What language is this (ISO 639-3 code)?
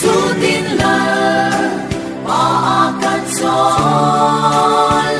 cfm